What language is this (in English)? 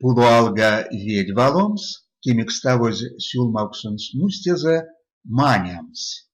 Erzya